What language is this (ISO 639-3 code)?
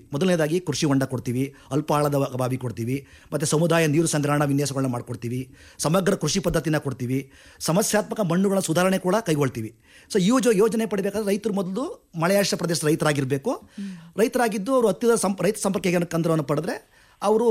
kan